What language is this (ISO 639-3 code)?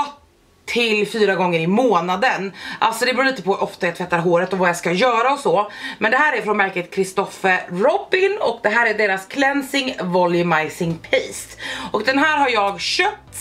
swe